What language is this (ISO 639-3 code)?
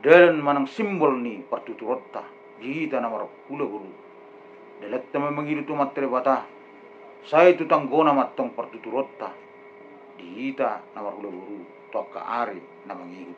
bbc